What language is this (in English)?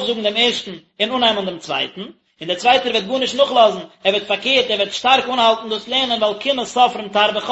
Yiddish